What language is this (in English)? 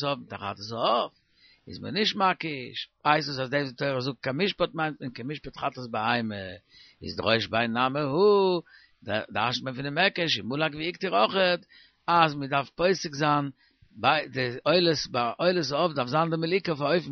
Yiddish